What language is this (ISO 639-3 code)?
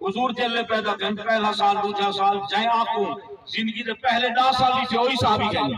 skr